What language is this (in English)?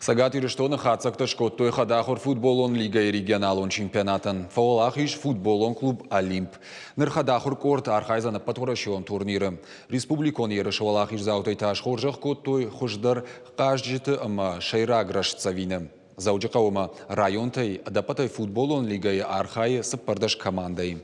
Ossetic